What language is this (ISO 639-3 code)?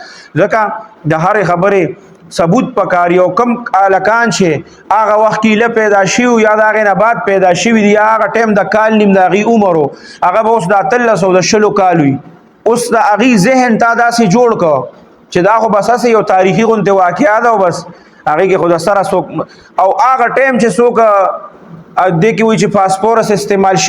pus